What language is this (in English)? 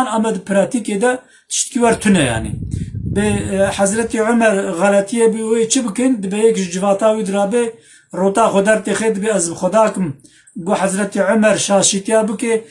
Kurdish